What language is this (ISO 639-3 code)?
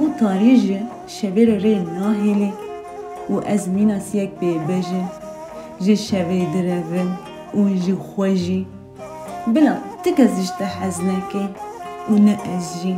kur